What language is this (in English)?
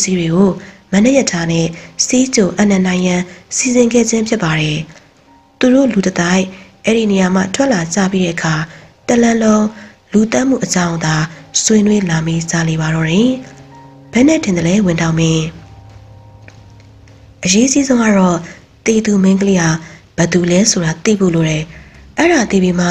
Burmese